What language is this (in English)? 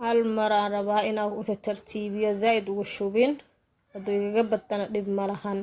Somali